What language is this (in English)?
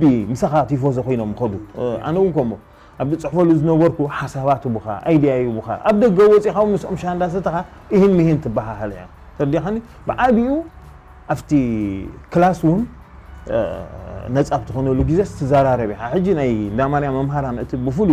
Tigrinya